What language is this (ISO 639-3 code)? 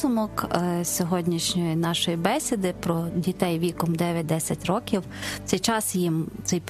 ukr